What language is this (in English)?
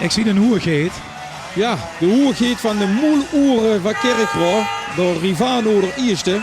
Limburgish